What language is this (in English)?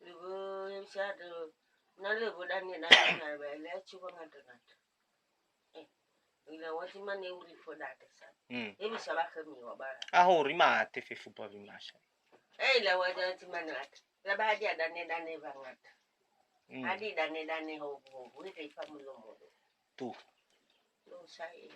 Nias